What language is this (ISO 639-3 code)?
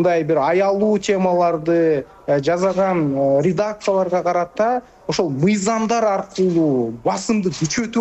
kir